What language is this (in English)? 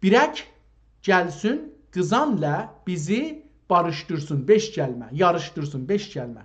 South Azerbaijani